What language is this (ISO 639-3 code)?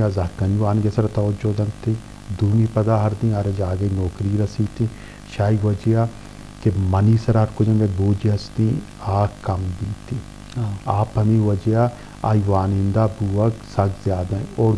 bgp